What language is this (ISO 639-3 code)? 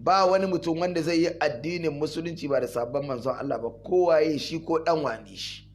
hau